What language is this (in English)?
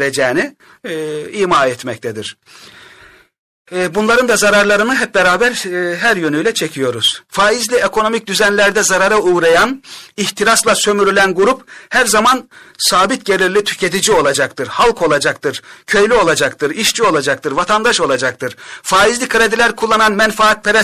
Turkish